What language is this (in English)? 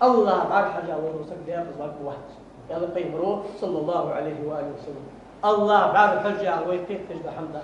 Ingush